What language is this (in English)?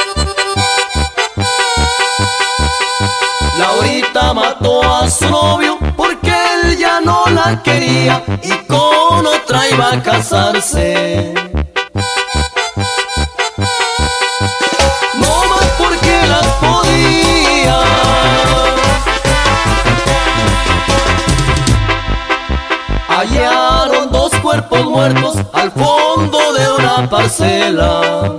Spanish